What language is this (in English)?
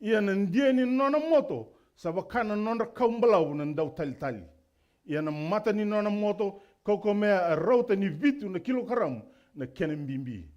Fijian